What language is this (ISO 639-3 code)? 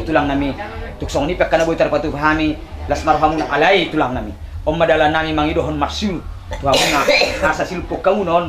bbc